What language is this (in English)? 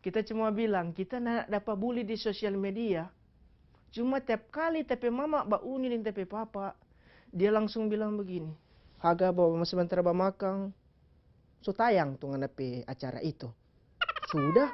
Manado Malay